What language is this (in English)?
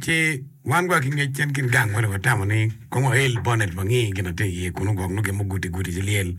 Acoli